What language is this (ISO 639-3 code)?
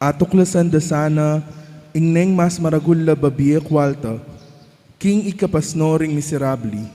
pam